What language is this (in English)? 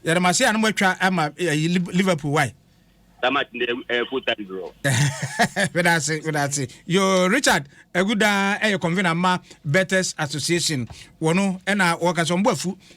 Akan